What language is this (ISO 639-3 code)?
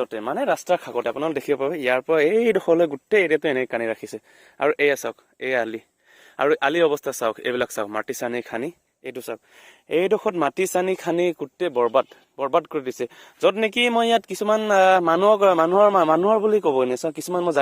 asm